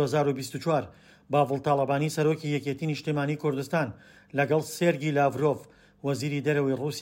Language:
Central Kurdish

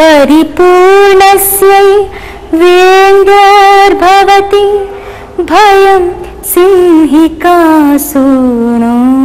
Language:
Sanskrit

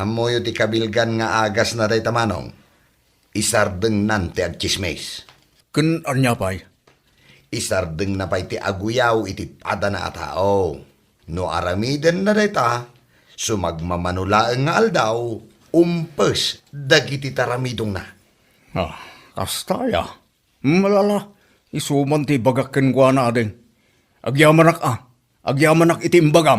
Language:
Iloko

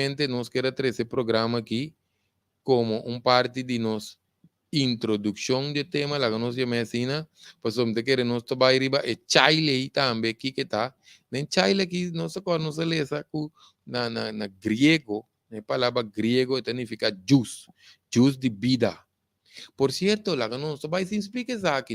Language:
Papiamento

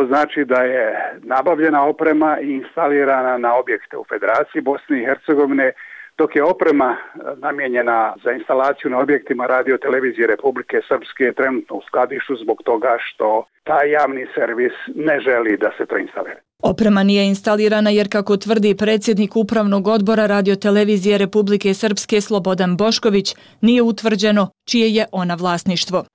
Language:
Bosnian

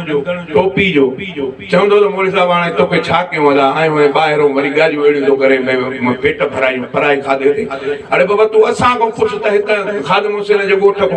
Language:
Sindhi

